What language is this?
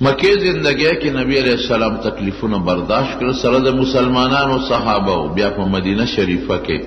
Pashto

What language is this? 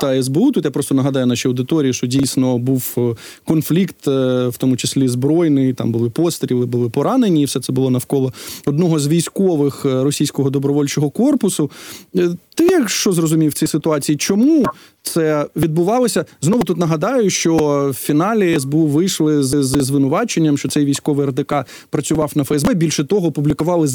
Ukrainian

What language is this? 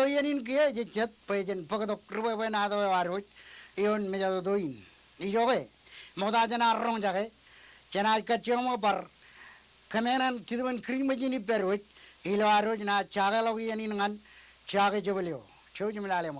Marshallese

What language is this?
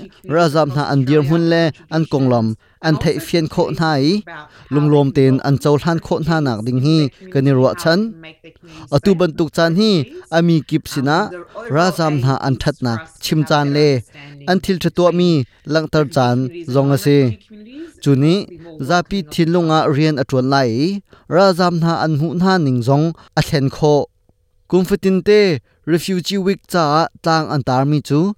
Hakha Chin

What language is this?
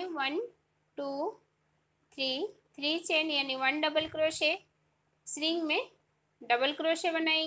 Hindi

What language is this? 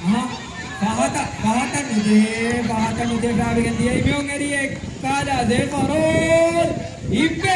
Divehi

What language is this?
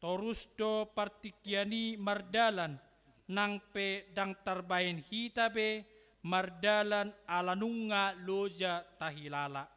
Batak Toba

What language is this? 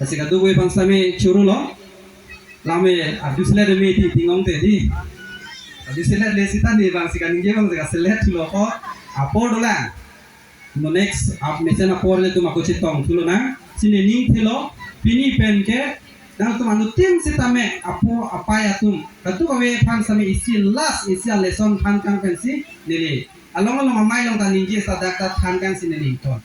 Karbi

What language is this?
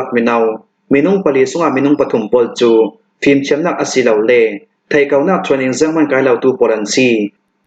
Hakha Chin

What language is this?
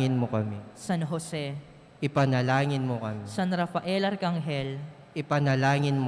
Pampanga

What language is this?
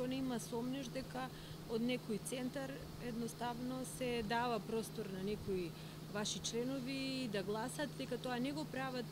Macedonian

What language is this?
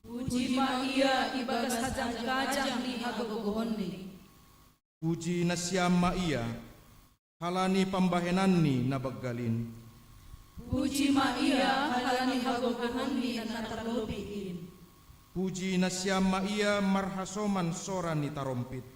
Batak Simalungun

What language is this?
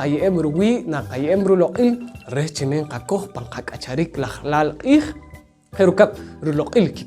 Poqomchi'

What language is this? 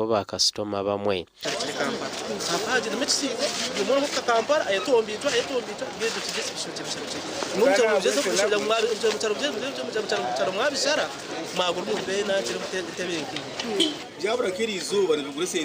Nyankole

